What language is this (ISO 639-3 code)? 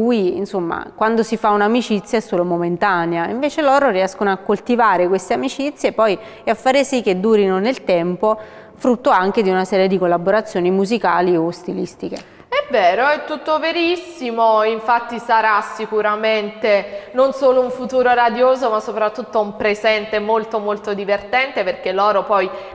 ita